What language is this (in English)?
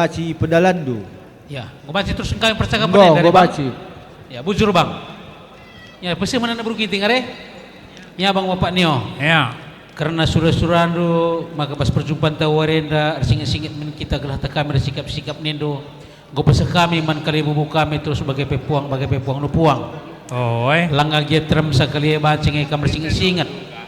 Batak Karo